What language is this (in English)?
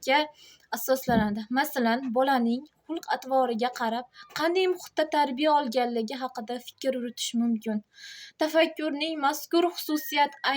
Uzbek